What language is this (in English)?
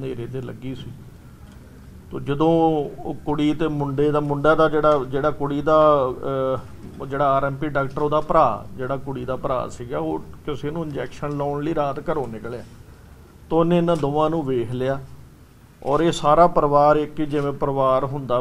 Punjabi